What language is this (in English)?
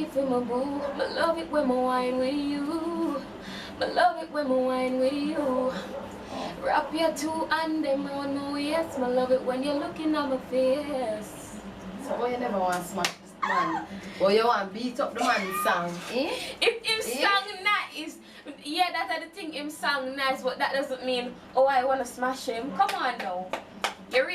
Jamaican Creole English